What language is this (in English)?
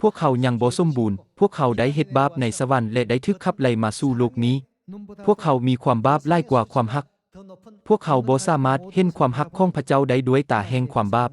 Lao